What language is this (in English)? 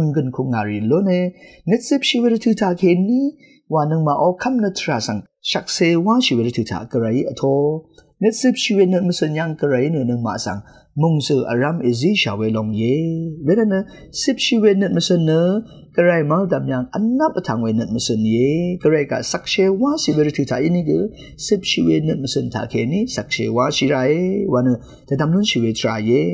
Rawang